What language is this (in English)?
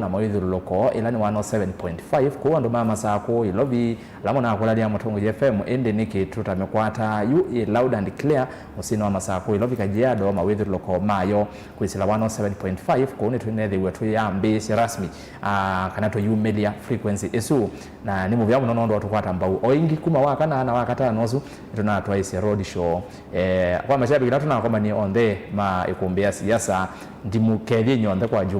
Kamba